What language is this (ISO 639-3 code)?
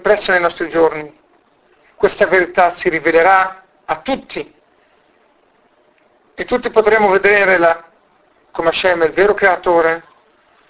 ita